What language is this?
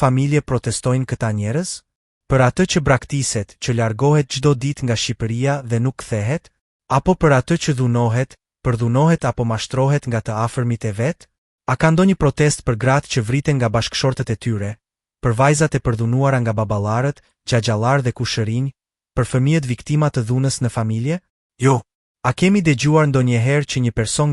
Albanian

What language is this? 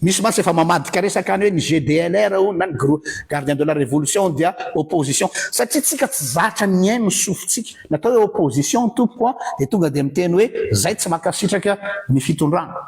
Malagasy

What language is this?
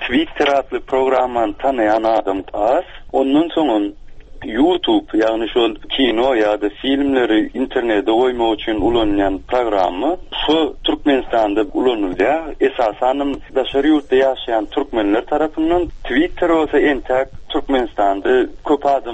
Turkmen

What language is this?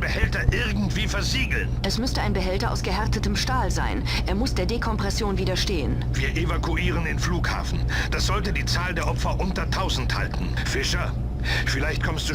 Bavarian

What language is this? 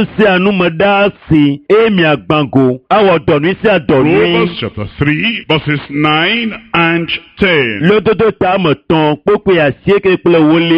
Ewe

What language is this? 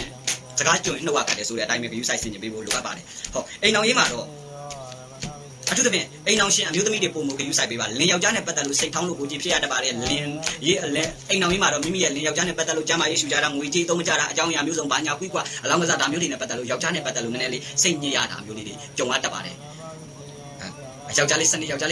Burmese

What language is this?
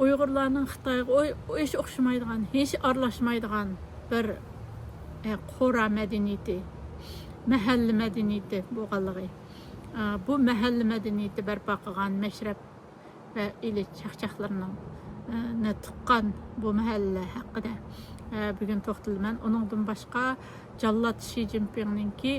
Uyghur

